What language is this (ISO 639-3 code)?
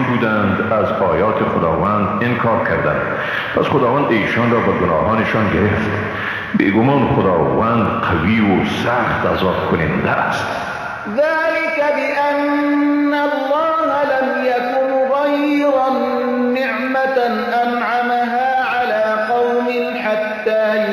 fas